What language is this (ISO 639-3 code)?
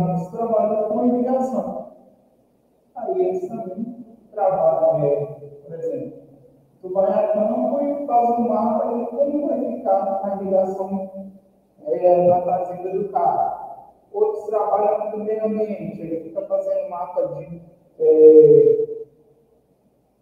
por